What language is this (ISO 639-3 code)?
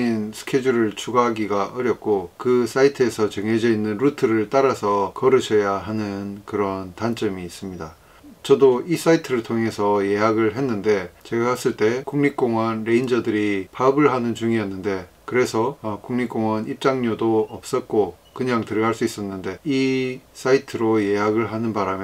kor